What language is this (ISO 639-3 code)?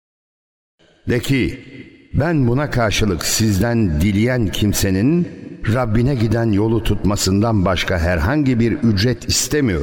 tur